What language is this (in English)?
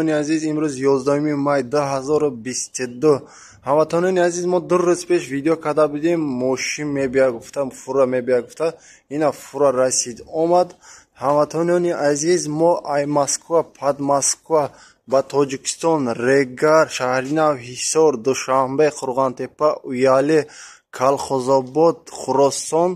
Tajik